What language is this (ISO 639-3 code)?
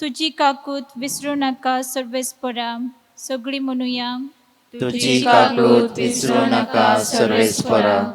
kok